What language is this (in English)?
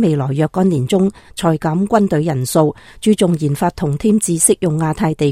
Cantonese